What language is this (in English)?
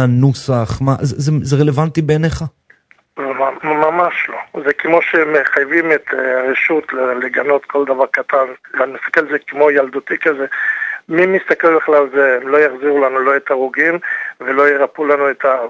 Hebrew